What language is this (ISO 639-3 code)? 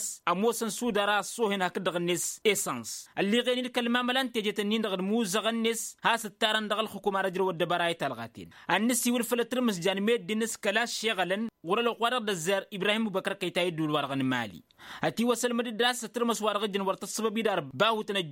taq